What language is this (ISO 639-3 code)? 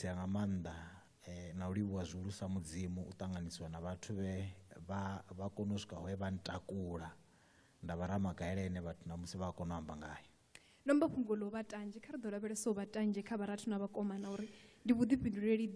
ven